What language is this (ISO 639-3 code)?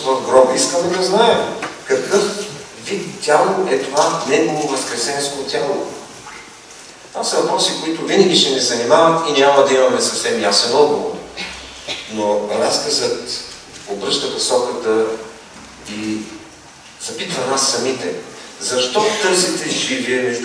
bul